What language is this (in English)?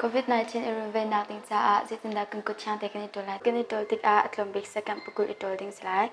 Hakha Chin